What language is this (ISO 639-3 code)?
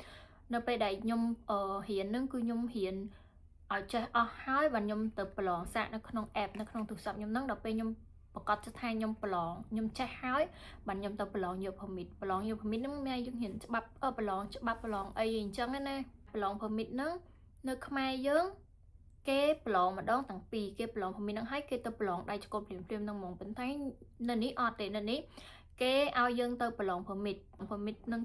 khm